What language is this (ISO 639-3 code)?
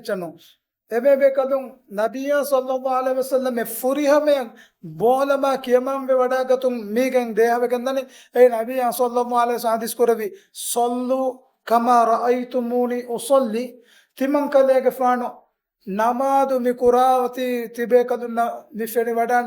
div